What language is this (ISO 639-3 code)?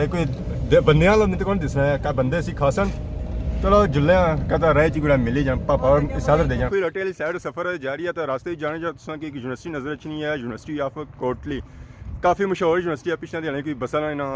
phr